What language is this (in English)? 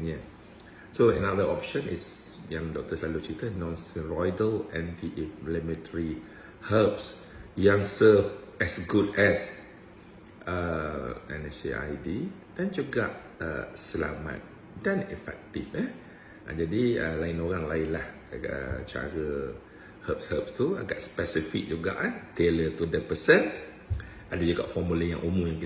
Malay